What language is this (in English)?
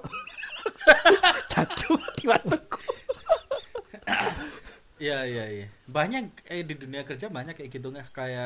Indonesian